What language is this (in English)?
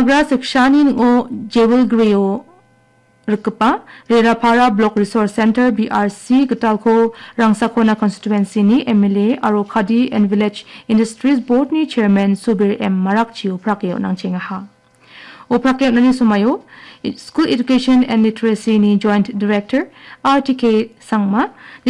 Garo